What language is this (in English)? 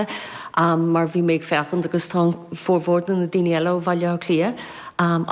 Irish